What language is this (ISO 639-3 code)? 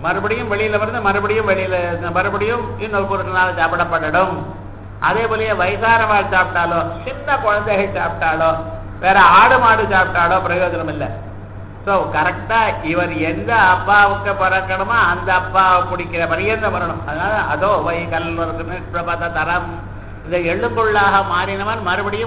tam